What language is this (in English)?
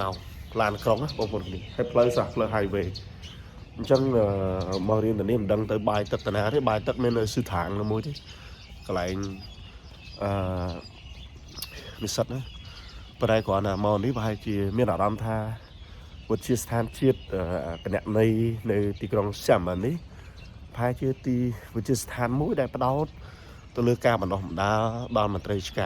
Khmer